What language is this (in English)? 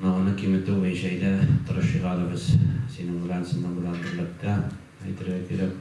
Tatar